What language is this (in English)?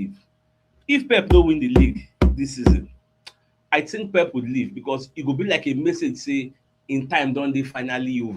Nigerian Pidgin